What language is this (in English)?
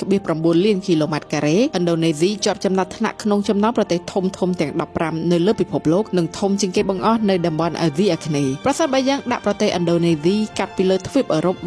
Khmer